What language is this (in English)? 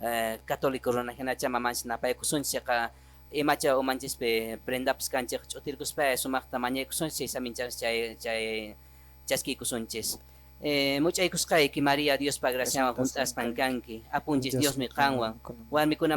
Quechua